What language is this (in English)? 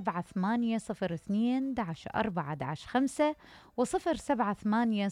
Mesopotamian Arabic